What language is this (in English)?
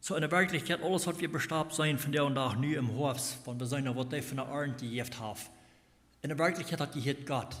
Plautdietsch